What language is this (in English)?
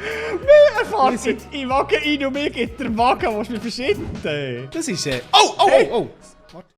Swiss German